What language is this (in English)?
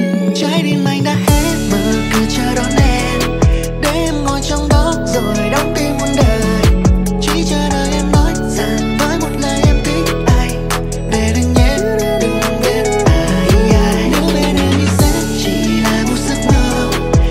Vietnamese